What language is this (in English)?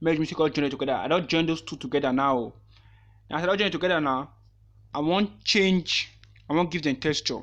Nigerian Pidgin